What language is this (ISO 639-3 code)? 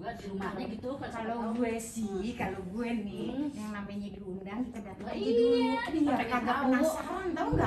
bew